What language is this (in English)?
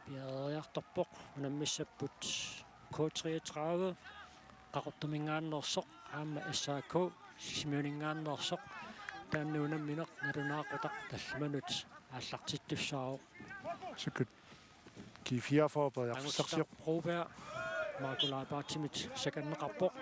Kalaallisut